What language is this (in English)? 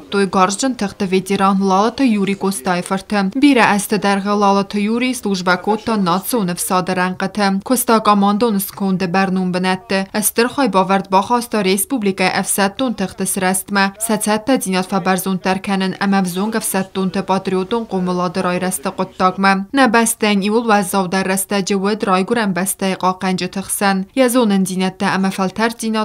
Ossetic